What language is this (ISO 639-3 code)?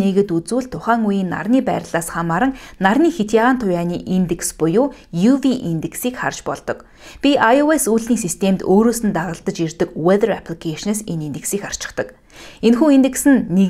mon